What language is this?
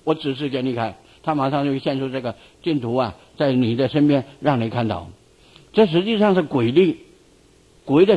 Chinese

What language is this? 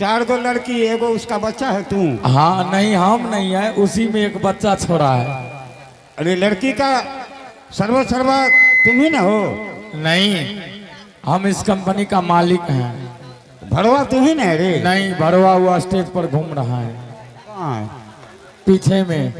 Angika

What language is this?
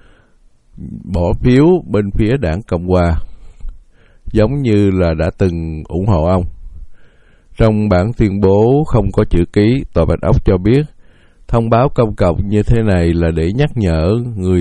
Vietnamese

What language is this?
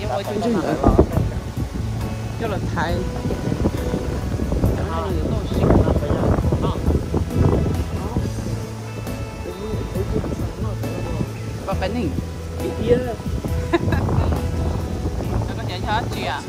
Vietnamese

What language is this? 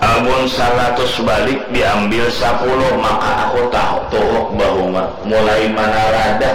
Banjar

